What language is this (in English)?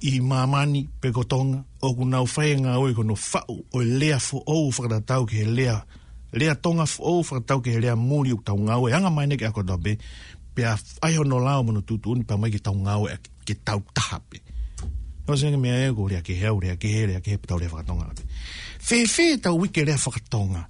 Tongan